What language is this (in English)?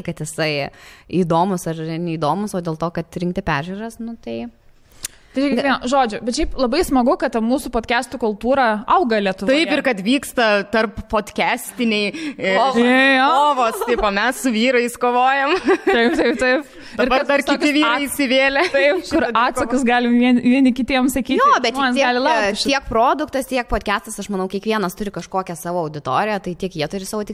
Lithuanian